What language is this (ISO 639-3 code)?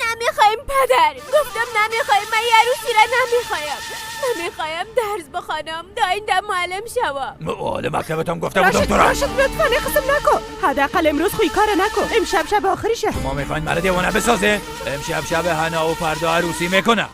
fas